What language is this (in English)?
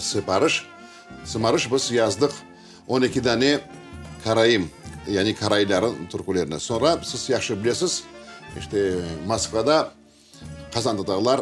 Crimean Tatar